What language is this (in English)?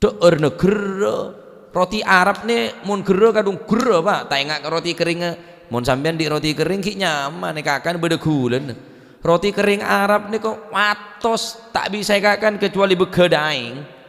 Madurese